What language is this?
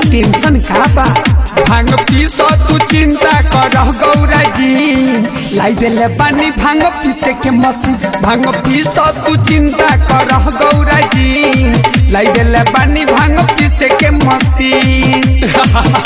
Bhojpuri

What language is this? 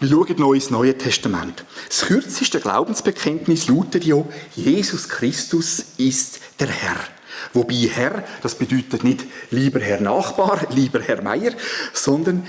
Swiss German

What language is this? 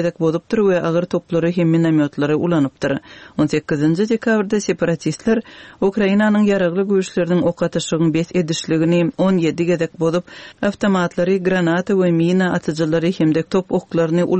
Turkmen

